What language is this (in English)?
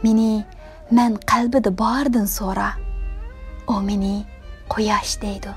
Uyghur